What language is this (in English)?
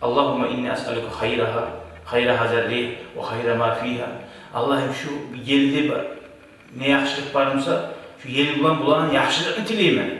Kumyk